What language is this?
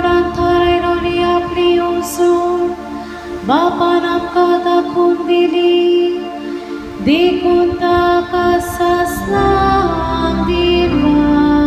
Konkani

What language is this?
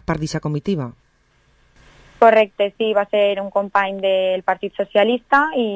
Catalan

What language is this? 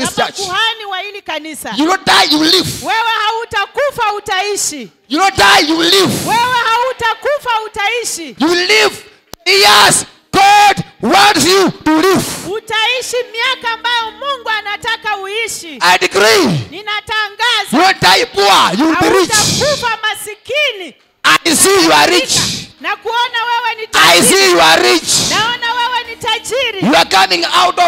Swahili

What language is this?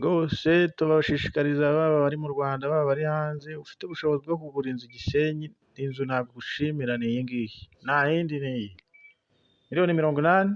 Kinyarwanda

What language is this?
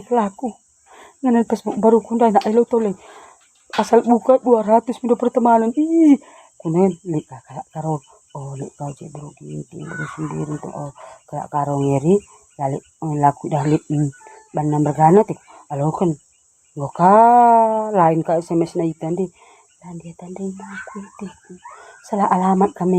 Batak Karo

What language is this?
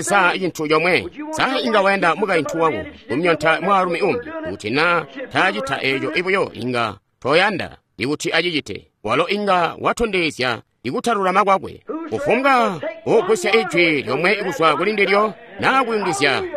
Tonga (Zambia)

